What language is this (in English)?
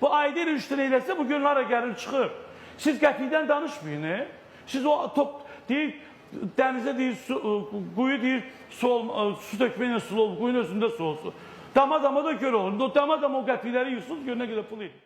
Azerbaijani